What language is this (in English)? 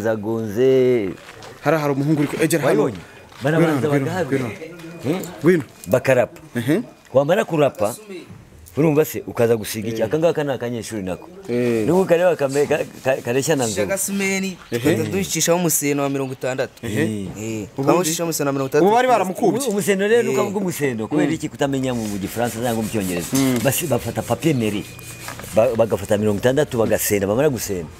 Kinyarwanda